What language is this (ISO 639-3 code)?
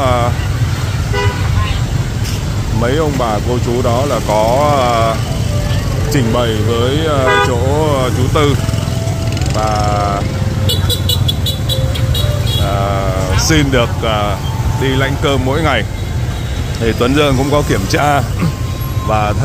vie